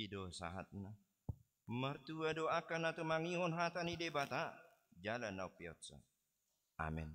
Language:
Batak Toba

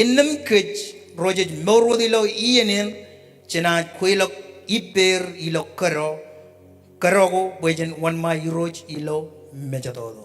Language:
Marshallese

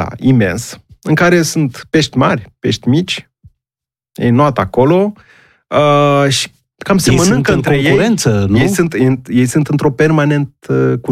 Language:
Romanian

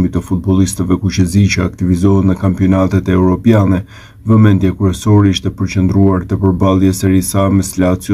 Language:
Albanian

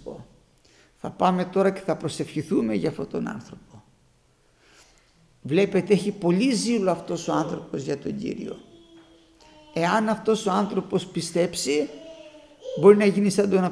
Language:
Greek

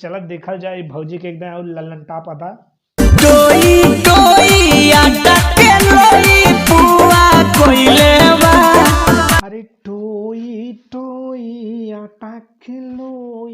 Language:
Bhojpuri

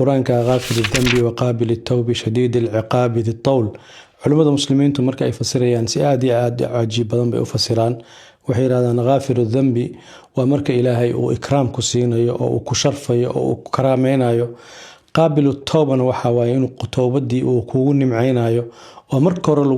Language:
Somali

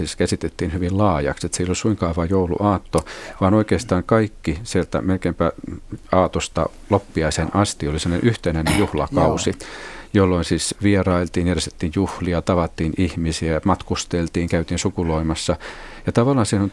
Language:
Finnish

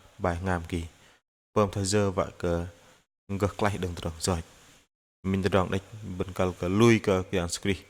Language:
Bahnar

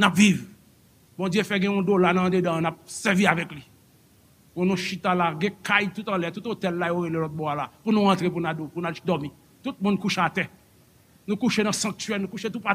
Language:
Haitian Creole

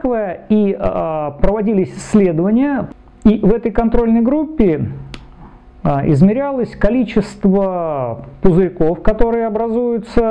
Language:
Russian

